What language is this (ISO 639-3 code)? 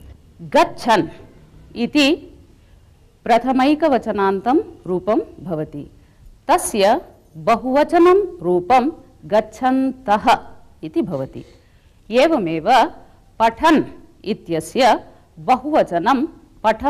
san